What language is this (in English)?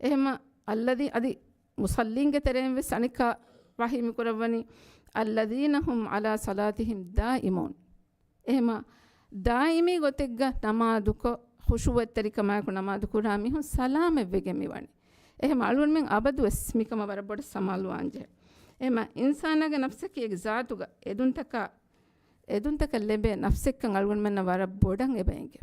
Divehi